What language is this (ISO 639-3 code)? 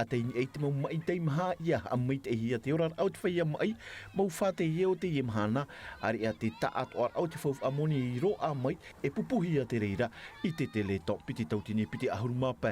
tah